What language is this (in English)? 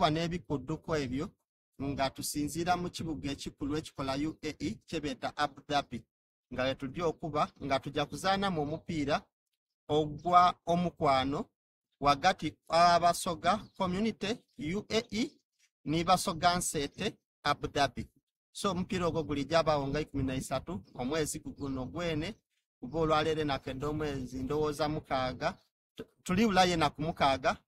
Soga